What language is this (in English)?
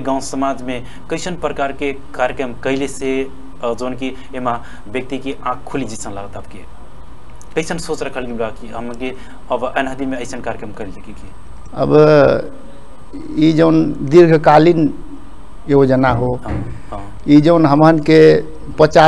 Bhojpuri